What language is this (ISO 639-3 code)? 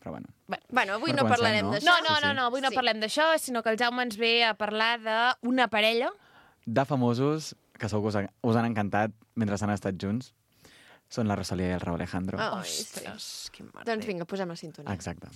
cat